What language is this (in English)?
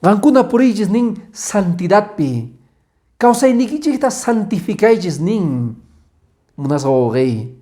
Quechua